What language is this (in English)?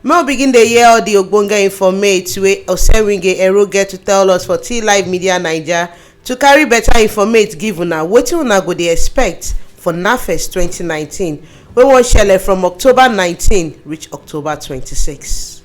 Nigerian Pidgin